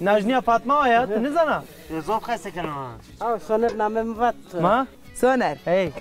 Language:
Zaza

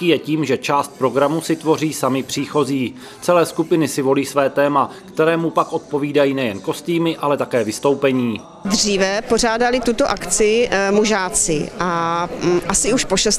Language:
Czech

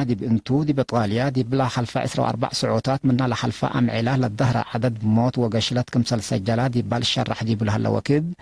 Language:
Tigre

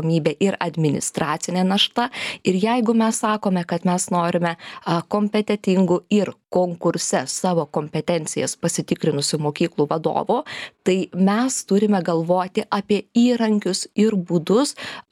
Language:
Lithuanian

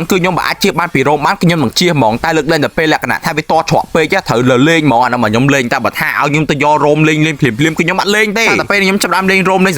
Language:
Khmer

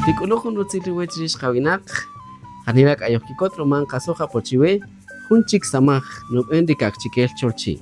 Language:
Kaqchikel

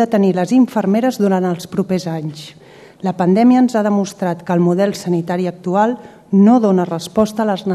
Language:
Catalan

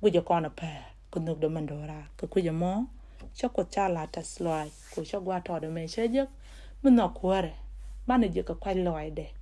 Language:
Nuer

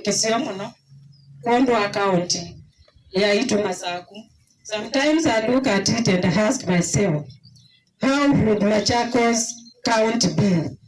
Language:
Kamba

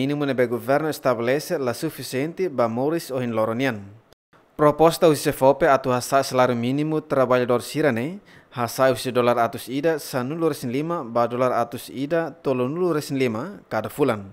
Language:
Tetum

